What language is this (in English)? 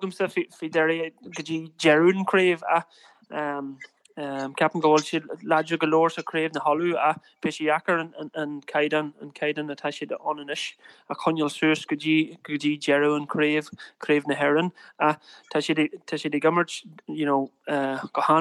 Irish